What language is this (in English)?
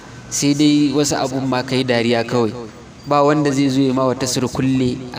Hausa